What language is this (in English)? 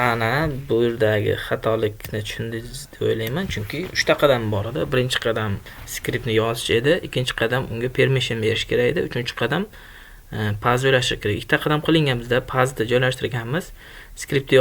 Uzbek